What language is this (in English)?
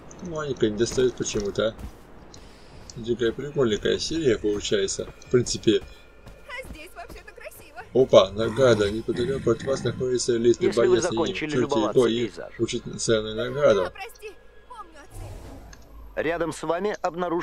Russian